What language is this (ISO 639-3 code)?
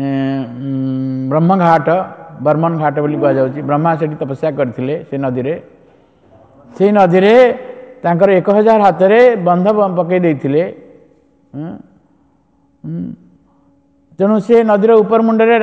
ori